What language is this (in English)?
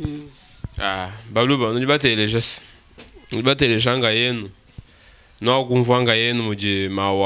Luba-Lulua